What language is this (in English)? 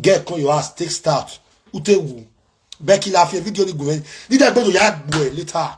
Nigerian Pidgin